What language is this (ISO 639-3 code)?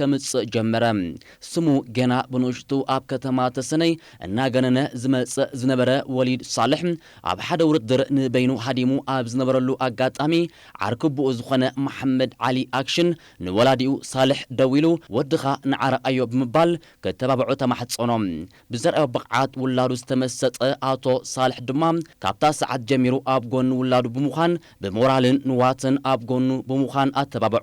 tir